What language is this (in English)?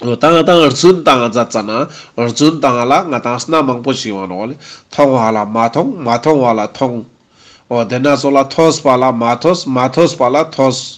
Ladakhi